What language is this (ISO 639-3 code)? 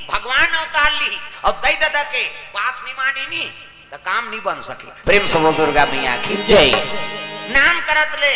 hne